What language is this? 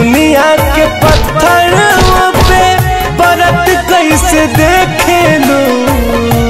Bhojpuri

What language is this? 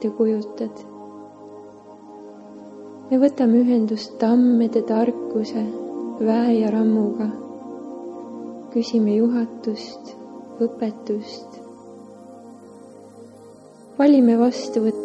Estonian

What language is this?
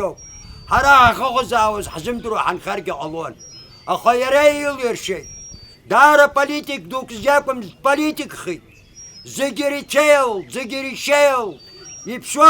Abkhazian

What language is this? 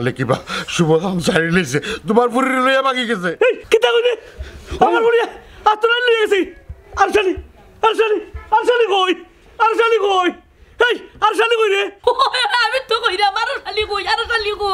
Sylheti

